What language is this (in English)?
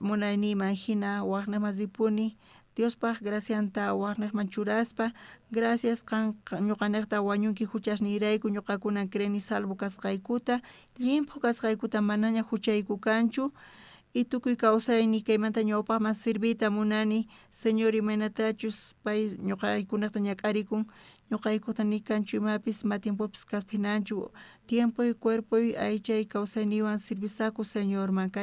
South Bolivian Quechua